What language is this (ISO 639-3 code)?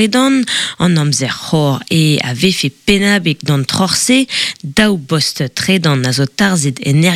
bre